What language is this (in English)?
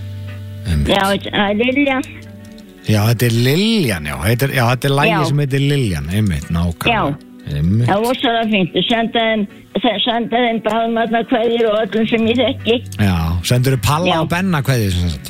Icelandic